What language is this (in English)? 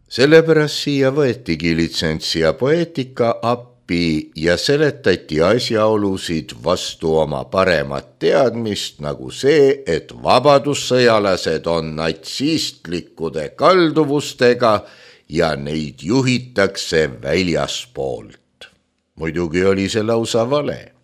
Estonian